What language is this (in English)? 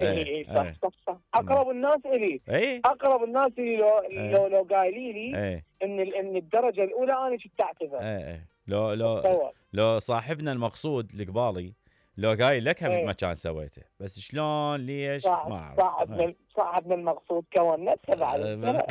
Mesopotamian Arabic